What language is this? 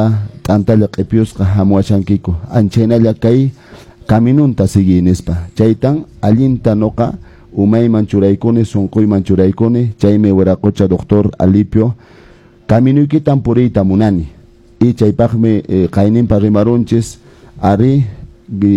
Quechua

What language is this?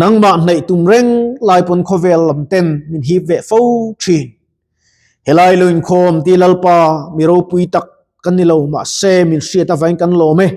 Mizo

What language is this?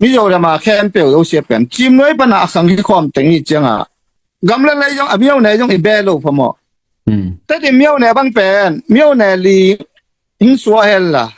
Tedim Chin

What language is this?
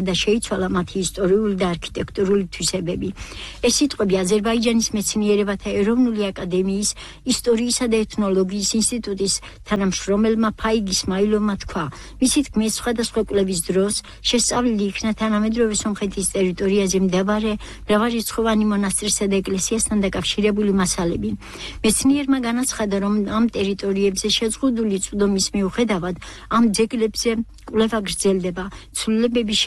Georgian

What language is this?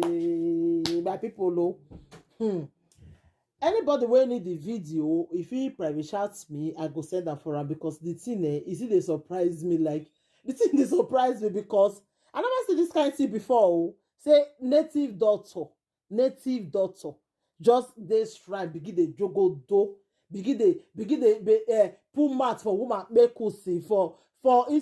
Nigerian Pidgin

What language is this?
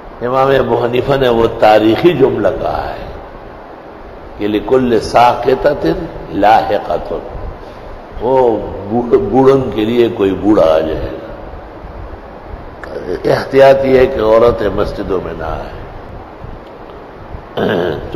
Urdu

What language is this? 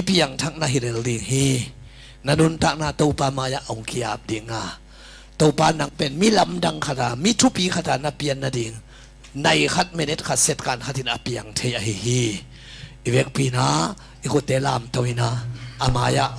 Tedim Chin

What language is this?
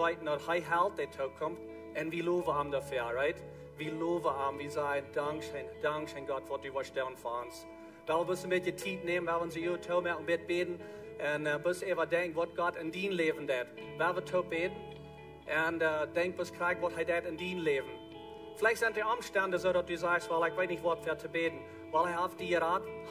Plautdietsch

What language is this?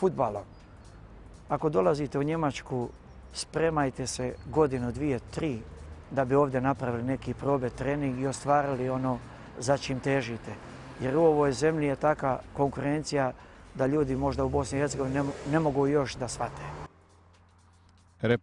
Bosnian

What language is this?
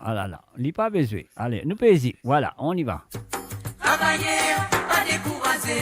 Morisyen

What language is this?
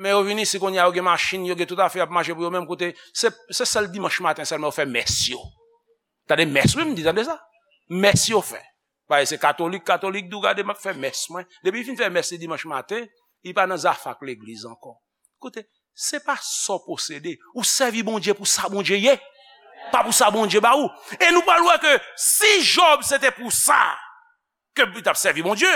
Haitian Creole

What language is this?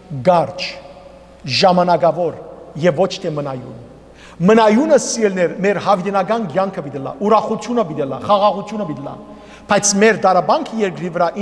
Western Armenian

